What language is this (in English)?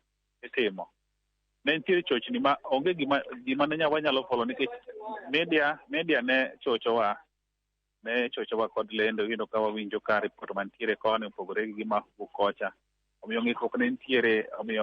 Luo (Kenya and Tanzania)